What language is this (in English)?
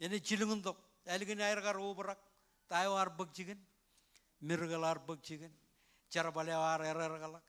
Marshallese